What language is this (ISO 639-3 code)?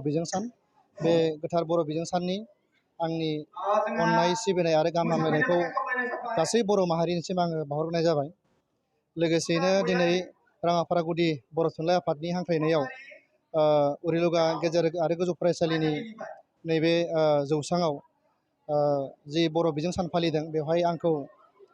brx